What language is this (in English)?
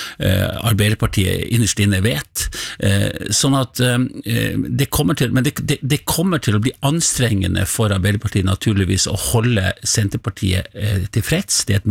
Norwegian